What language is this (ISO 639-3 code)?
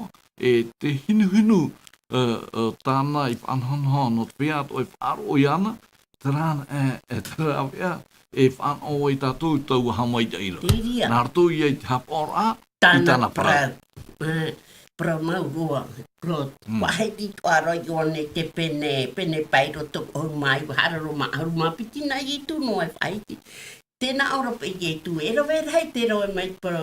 tah